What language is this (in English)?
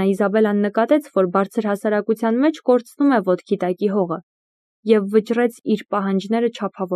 Armenian